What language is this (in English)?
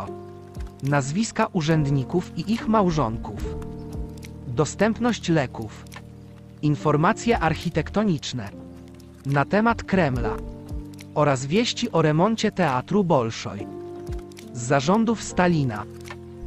Polish